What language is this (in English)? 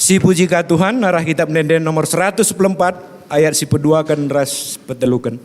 Batak Karo